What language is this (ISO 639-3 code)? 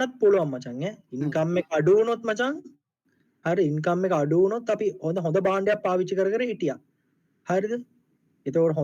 sin